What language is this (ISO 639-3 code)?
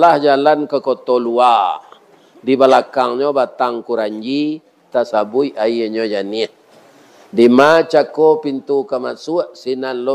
min